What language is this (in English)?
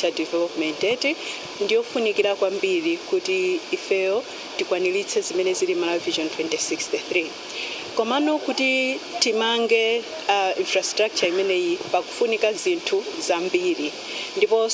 Nyanja